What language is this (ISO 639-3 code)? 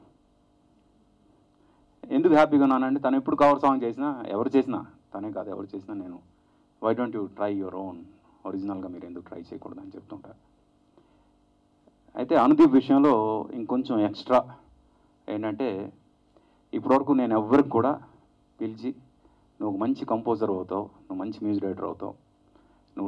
tel